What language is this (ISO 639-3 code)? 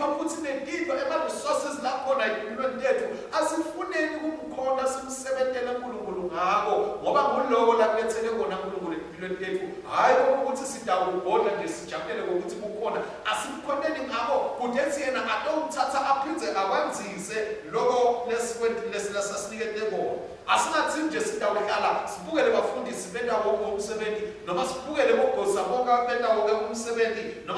ssw